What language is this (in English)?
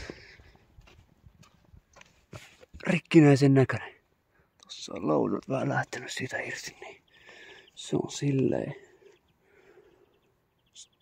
Finnish